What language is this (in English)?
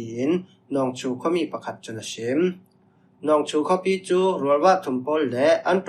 Falam Chin